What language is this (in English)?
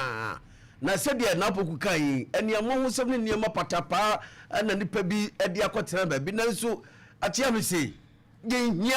Akan